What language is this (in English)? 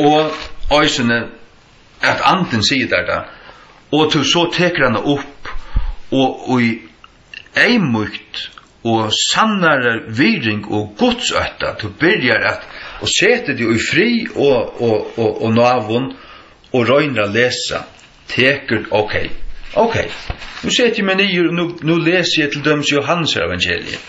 Faroese